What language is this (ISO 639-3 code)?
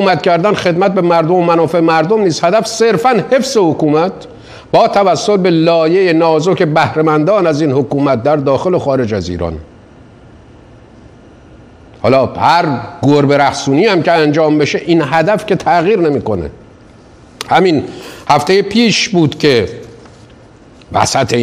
fas